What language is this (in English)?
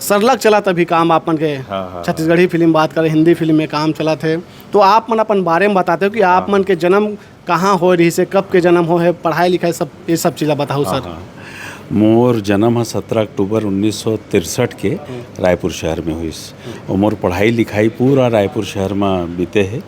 Chhattisgarhi